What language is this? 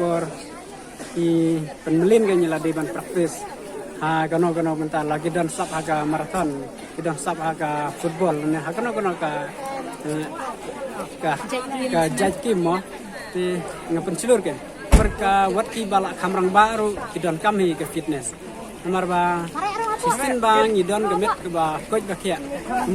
Khasi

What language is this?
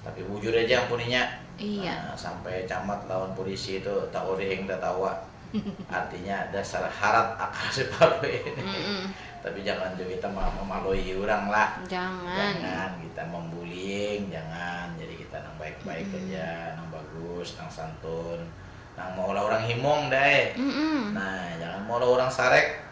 Banjar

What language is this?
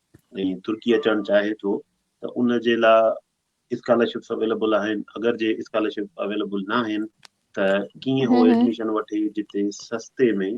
Sindhi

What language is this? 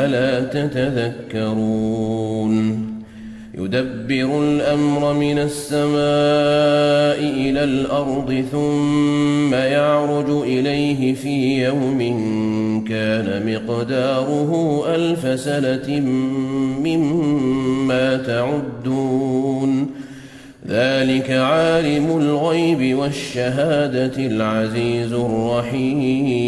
Arabic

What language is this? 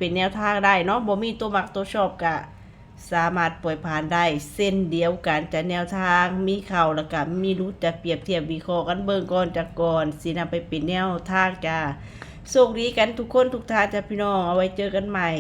Northeastern Thai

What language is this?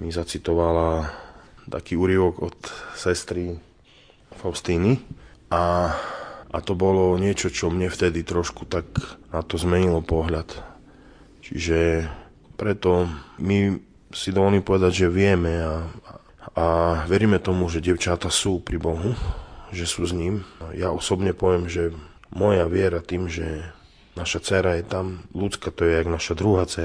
Slovak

